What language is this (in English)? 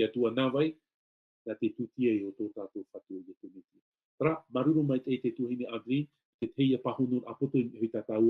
Tahitian